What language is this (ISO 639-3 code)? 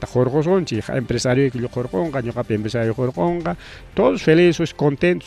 quy